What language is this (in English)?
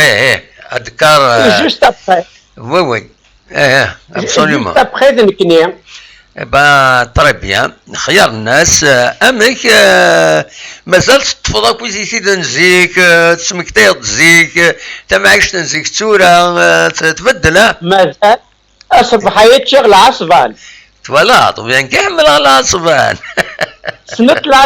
Kabyle